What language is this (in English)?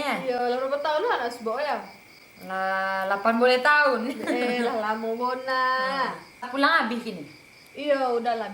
Minangkabau